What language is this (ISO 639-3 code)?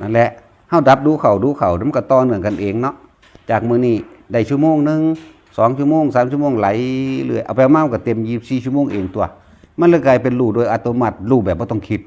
tts